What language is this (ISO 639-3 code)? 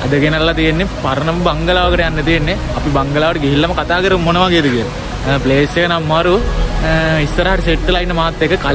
sin